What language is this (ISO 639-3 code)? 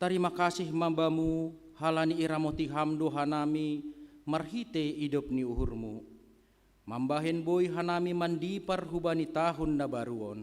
bts